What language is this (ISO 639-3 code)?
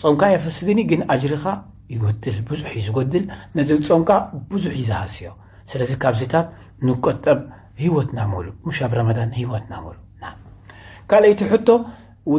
tir